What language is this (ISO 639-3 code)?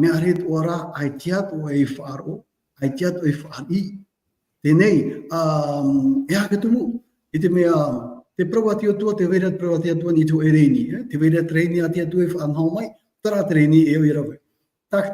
tah